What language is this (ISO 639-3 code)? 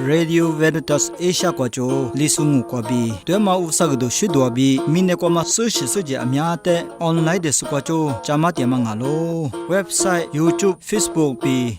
lis